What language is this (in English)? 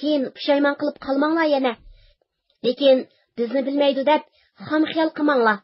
Uyghur